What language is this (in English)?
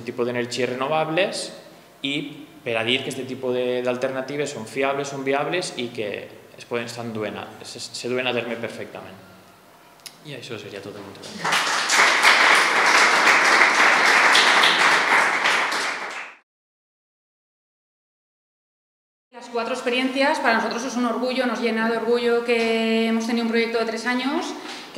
Catalan